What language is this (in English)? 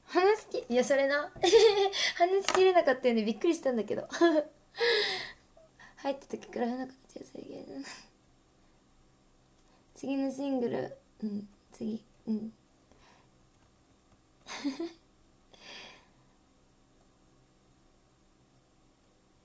Japanese